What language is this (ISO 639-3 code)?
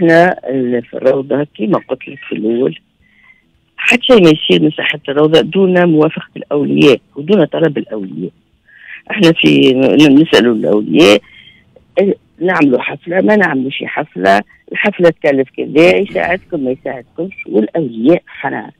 aeb